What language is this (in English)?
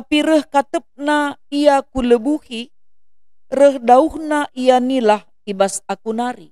Batak Karo